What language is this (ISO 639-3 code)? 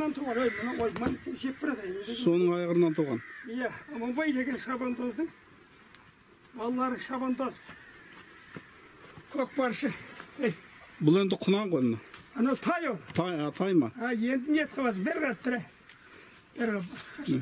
kaz